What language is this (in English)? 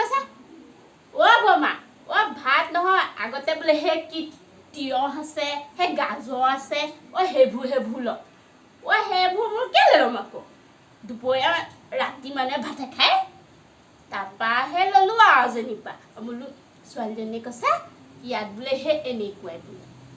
Assamese